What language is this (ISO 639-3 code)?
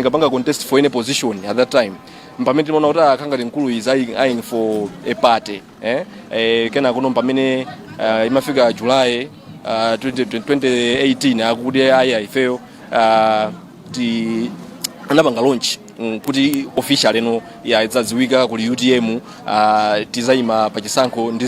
nya